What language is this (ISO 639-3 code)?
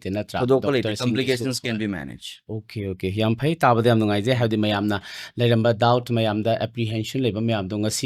mni